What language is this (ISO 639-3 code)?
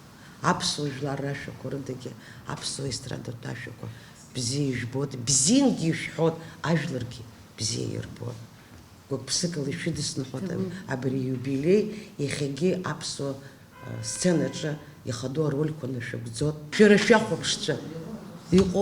abk